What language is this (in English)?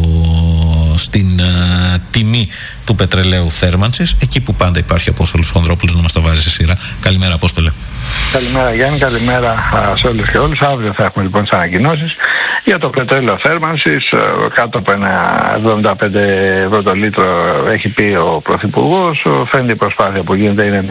Greek